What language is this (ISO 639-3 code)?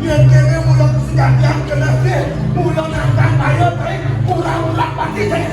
ban